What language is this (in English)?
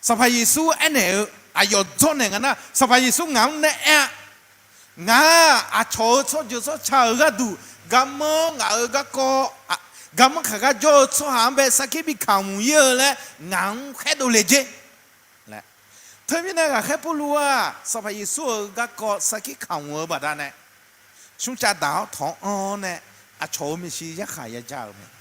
Akha